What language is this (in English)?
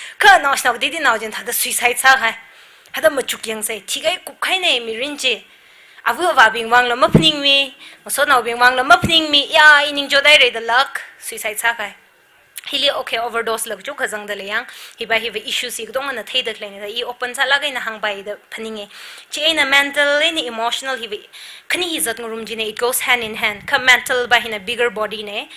Tangkhul Naga (India)